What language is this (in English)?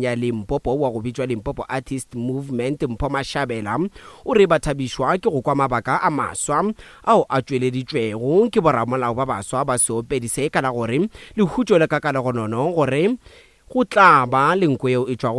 Northern Sotho